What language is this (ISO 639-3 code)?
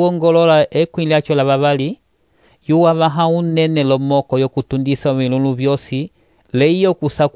umb